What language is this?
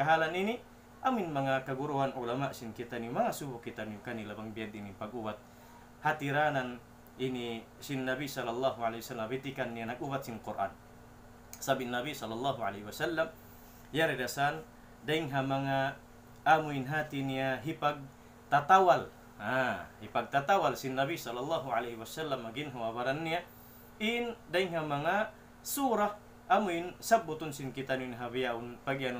Tausug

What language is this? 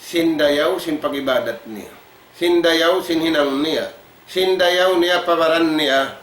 Tausug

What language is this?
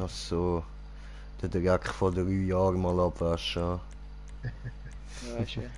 Swiss German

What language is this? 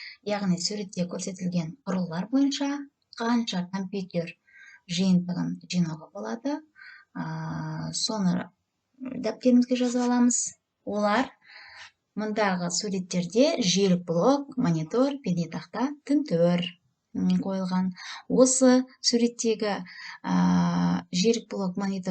Kazakh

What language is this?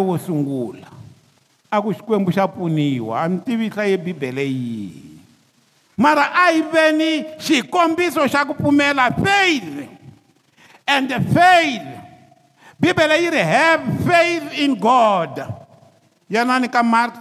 Tsonga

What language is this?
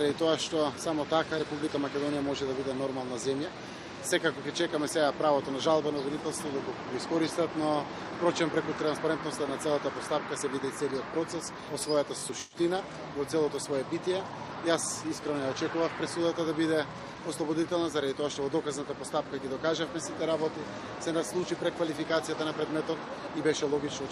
Macedonian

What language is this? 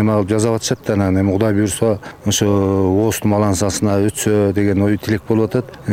Kyrgyz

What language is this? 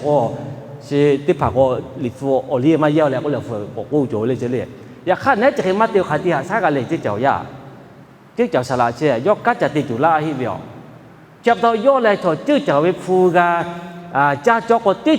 Lahu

